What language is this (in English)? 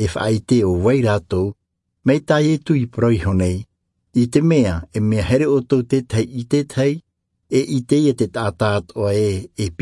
Tahitian